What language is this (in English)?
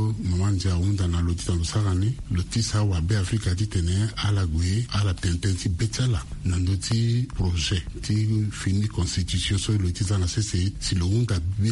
Sango